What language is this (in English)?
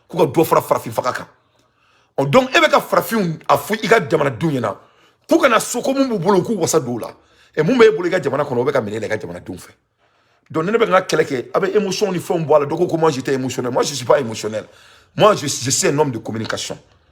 Bambara